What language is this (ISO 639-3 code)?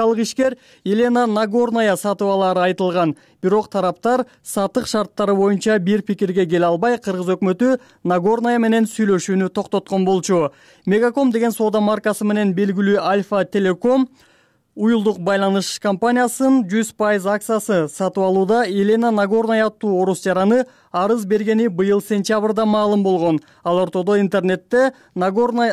kir